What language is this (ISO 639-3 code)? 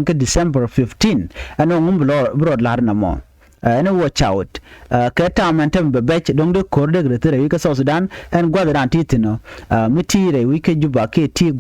nus